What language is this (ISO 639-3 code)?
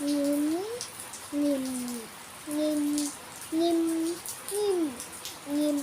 shn